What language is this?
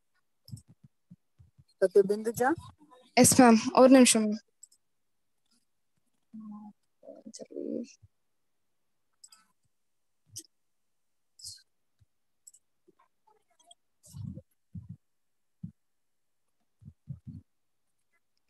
Tamil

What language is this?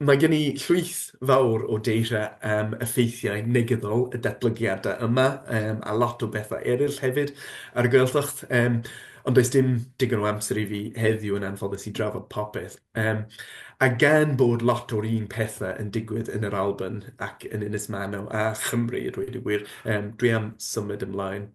Welsh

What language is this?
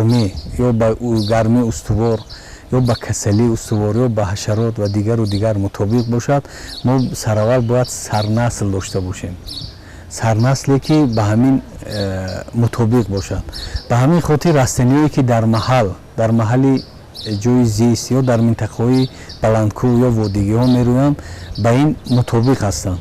Tajik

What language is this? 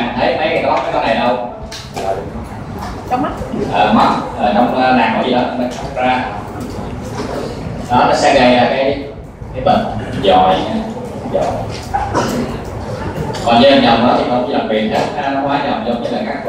Vietnamese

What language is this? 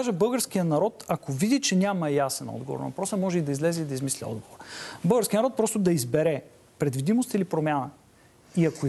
Bulgarian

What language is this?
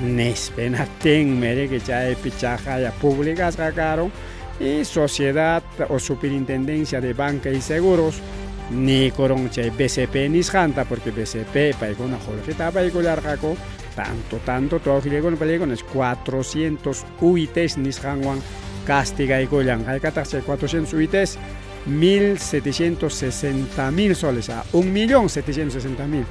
Ayacucho Quechua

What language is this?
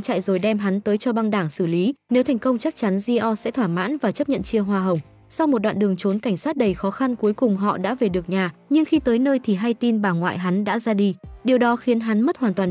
Vietnamese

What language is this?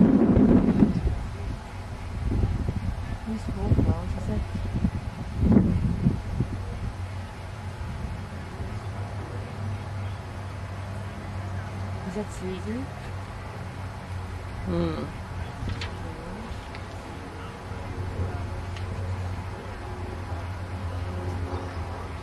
English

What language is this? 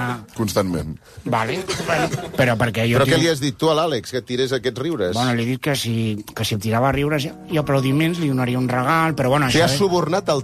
Catalan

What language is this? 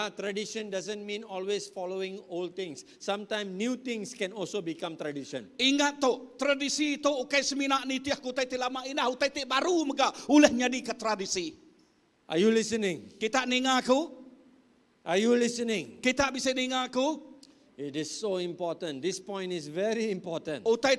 Iban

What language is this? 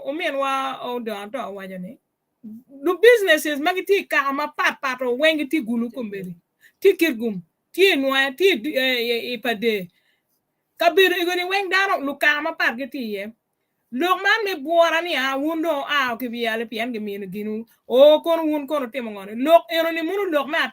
Acoli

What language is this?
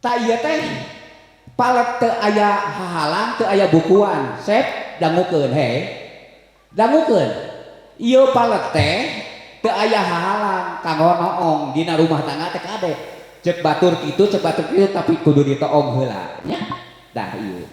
Sundanese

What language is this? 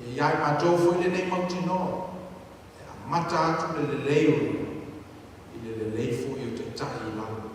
Samoan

